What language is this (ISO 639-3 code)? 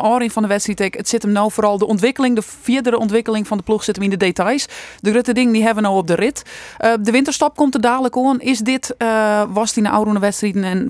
fry